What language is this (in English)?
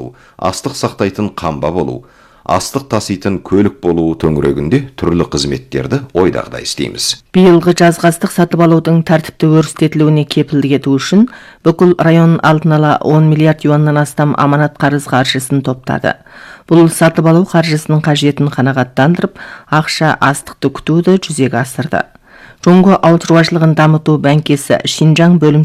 Kazakh